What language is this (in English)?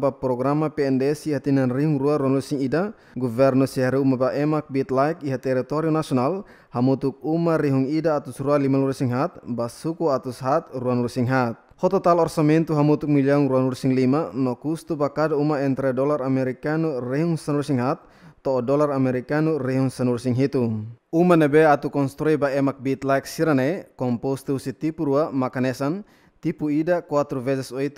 Tetum